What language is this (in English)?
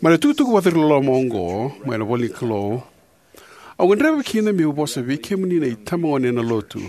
Fijian